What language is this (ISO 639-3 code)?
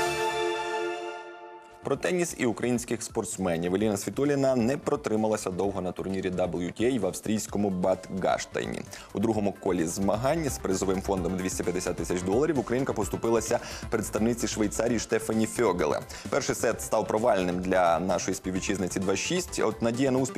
ukr